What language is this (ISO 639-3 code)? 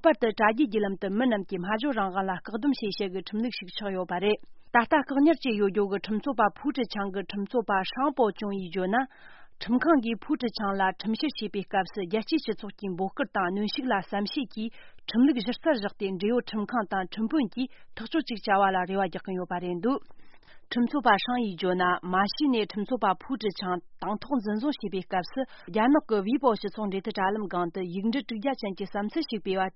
bod